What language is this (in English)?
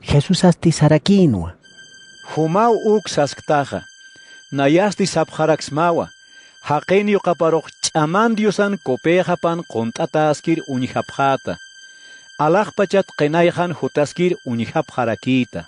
Aymara